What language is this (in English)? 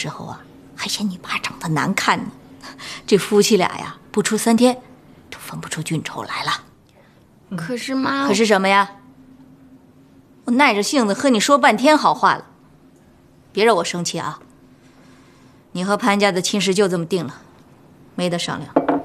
Chinese